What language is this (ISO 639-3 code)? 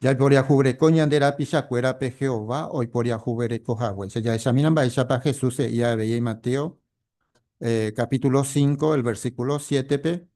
grn